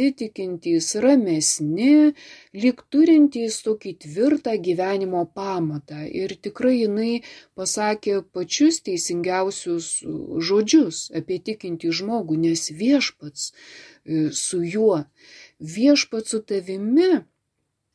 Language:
Lithuanian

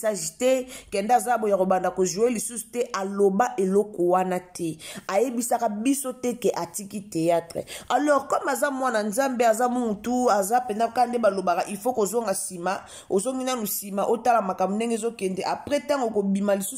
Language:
Lingala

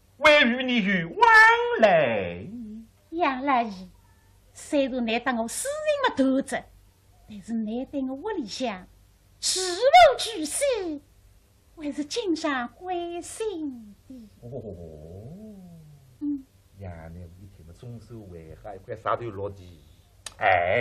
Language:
Wu Chinese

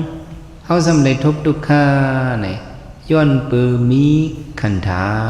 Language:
Shan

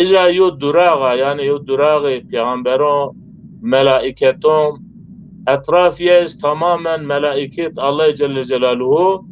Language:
Zaza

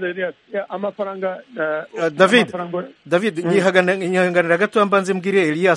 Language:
Kinyarwanda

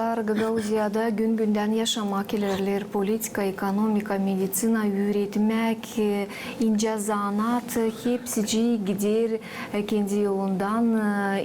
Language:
Gagauz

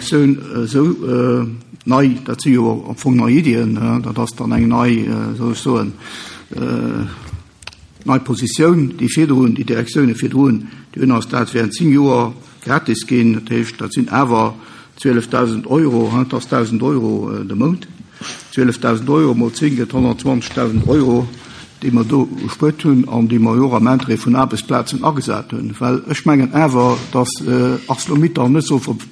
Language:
Luxembourgish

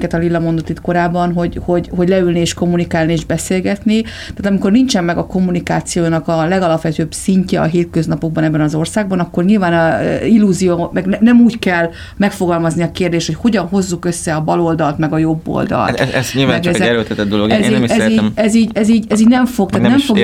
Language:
Hungarian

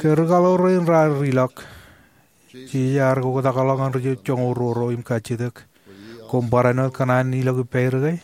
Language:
Marshallese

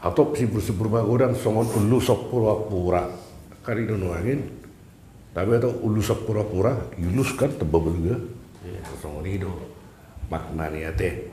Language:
Batak Toba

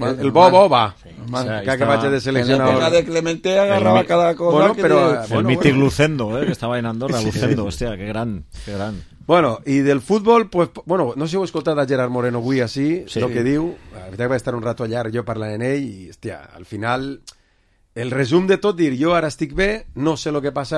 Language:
Catalan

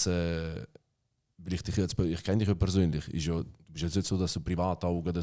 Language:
Swiss German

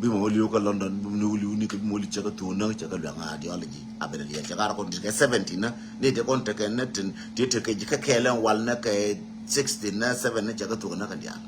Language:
Nuer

